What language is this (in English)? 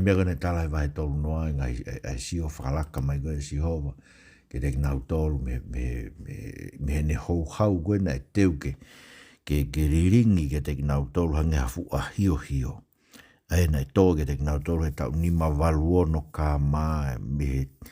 Tongan